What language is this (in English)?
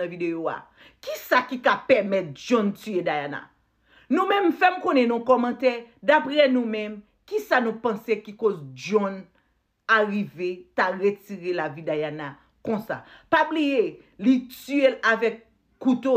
Haitian Creole